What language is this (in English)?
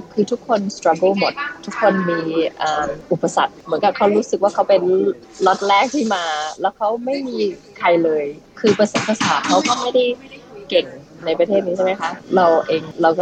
Thai